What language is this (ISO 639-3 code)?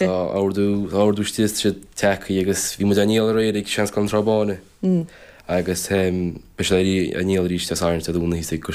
gle